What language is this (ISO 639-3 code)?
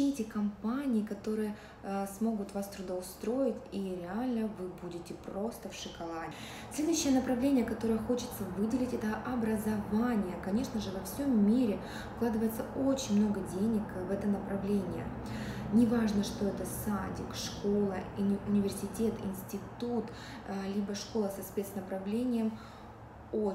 rus